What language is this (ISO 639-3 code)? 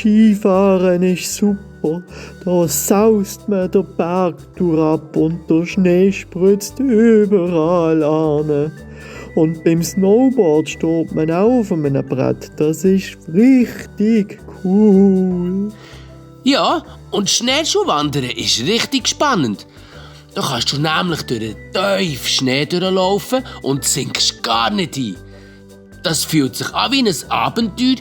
gsw